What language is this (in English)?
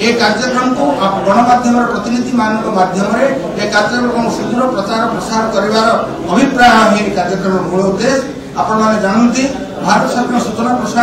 Odia